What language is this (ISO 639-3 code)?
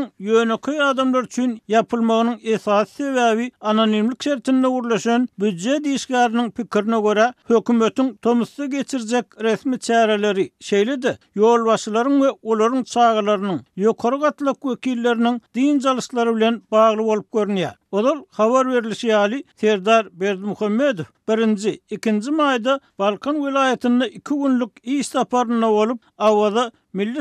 tuk